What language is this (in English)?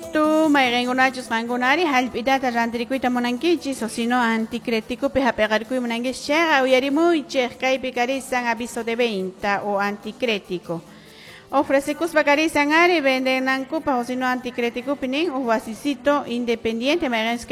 Quechua